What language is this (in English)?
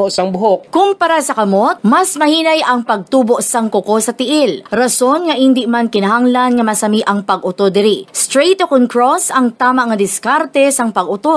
Hiligaynon